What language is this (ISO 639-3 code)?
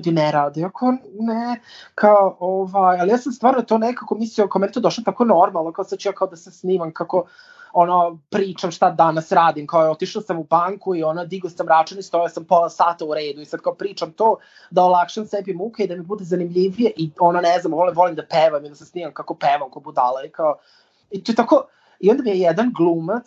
srp